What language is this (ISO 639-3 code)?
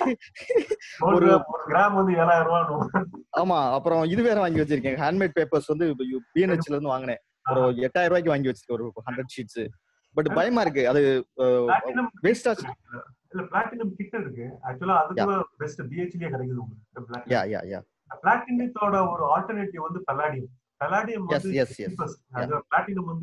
tam